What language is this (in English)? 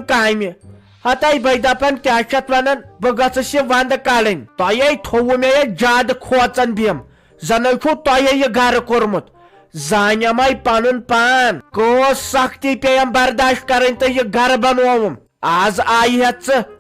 Kashmiri